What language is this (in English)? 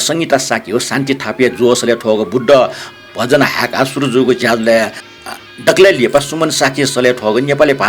Newari